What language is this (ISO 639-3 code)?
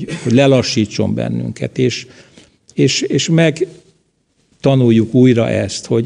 hun